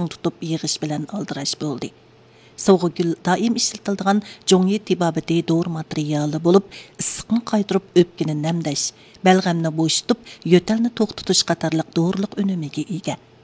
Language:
Uyghur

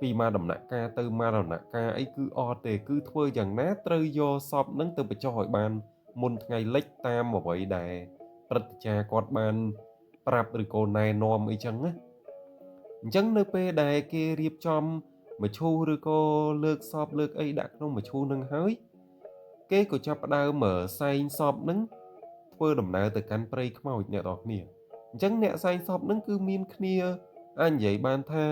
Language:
Khmer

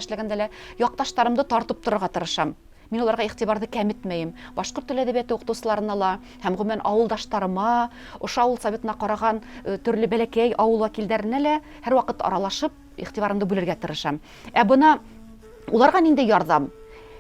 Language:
Bashkir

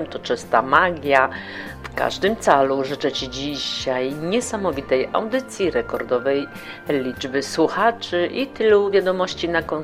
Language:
Polish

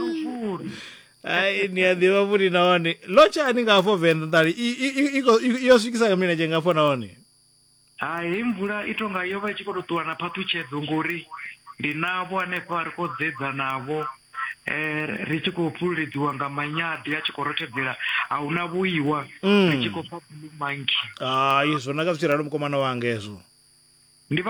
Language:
Venda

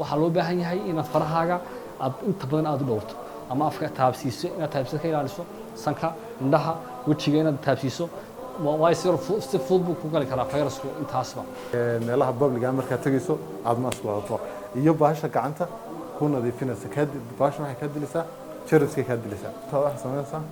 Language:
Somali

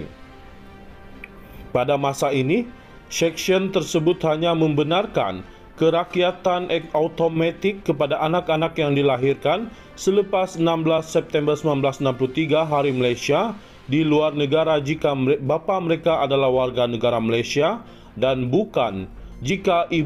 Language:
Malay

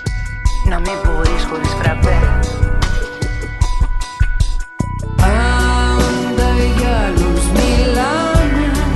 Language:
Greek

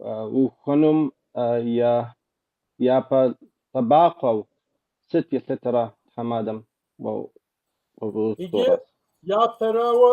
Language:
Kabardian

